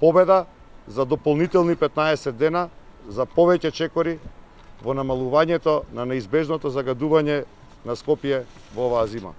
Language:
Macedonian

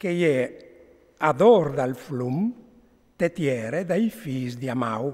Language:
Friulian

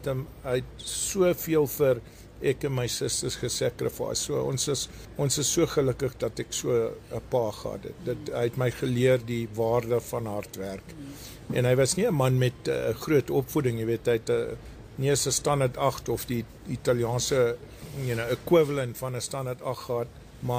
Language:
Afrikaans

